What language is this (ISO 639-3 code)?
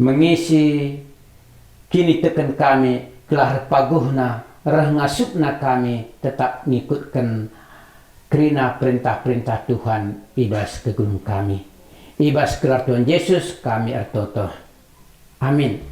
btx